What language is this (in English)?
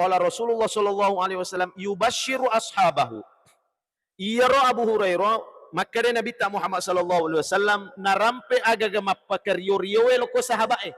Buginese